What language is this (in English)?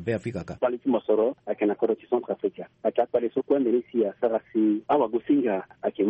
Sango